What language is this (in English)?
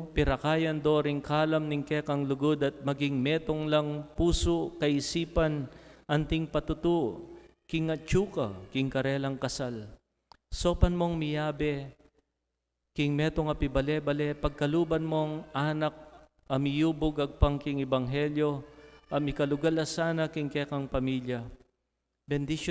Pampanga